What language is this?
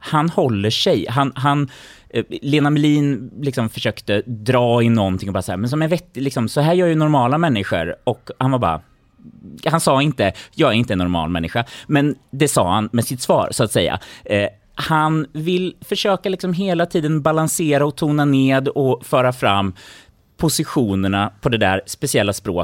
Swedish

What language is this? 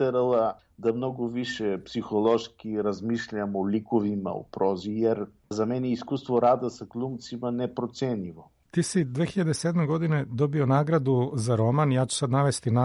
Serbian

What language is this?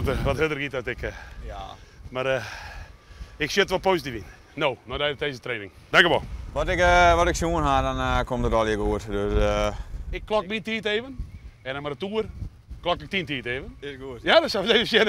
Western Frisian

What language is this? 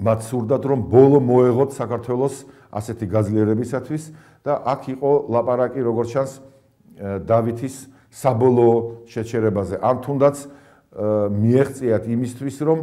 Georgian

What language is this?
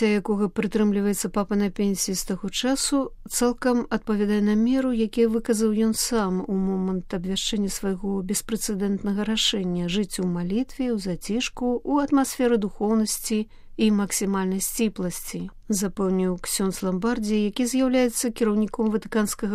Belarusian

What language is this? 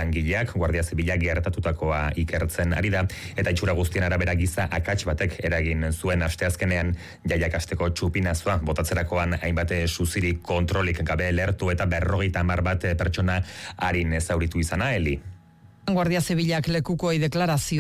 Basque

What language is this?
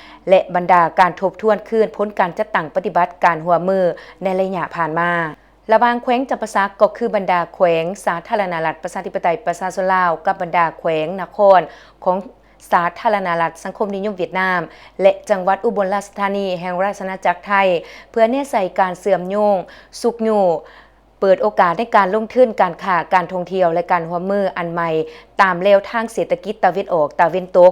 Lao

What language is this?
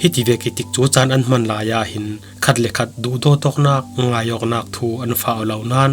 Falam Chin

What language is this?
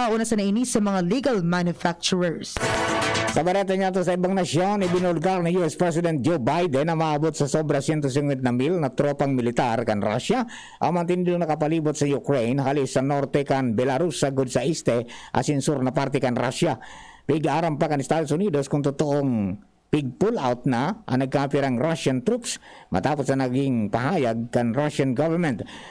Bikol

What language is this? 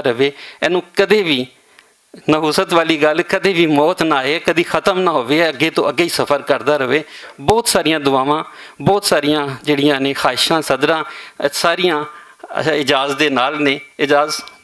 Western Panjabi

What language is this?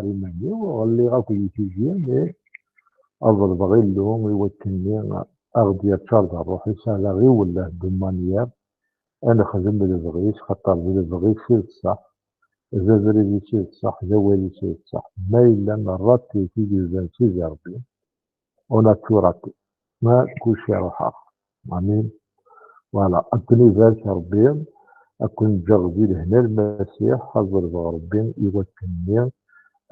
Kabyle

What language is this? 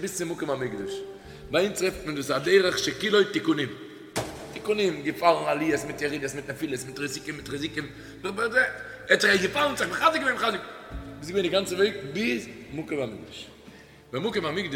Yiddish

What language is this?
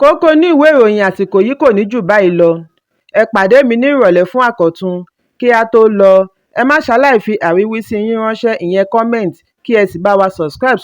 Yoruba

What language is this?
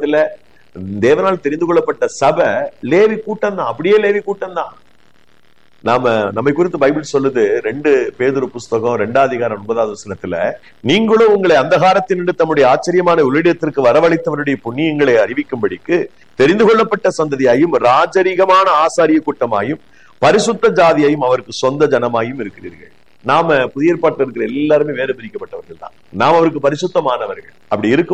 Tamil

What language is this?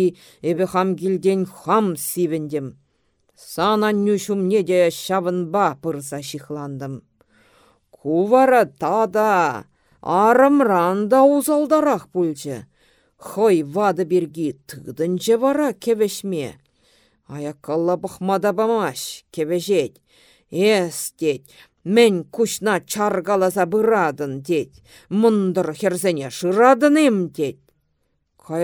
Chuvash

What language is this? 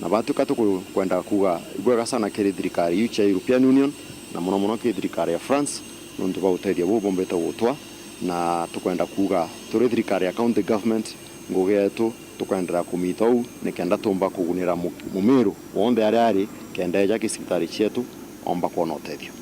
Meru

